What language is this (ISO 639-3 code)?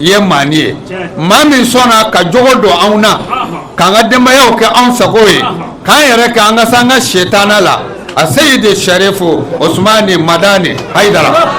bam